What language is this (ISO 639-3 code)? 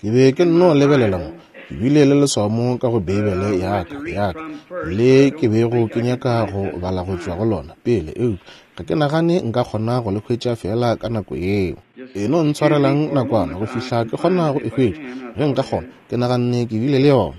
nso